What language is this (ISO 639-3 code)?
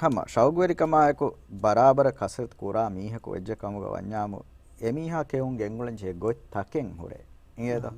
div